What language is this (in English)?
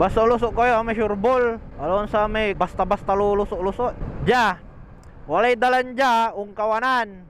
Pangasinan